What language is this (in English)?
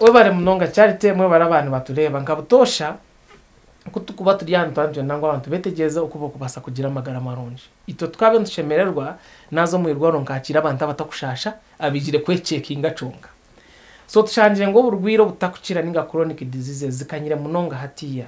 Nyankole